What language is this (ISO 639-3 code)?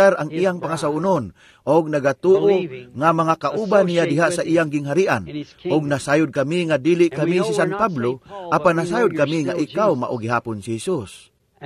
ceb